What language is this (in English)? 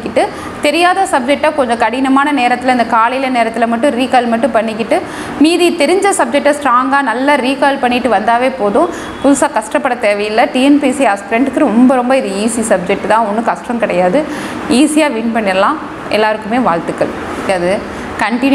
Tamil